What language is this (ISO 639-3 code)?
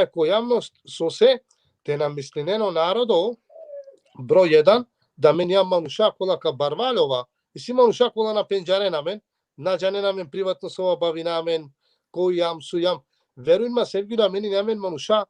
rmn